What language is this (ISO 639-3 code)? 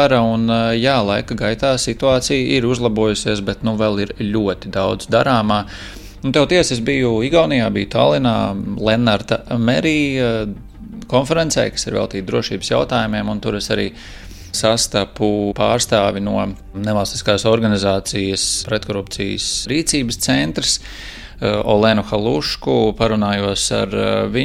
lav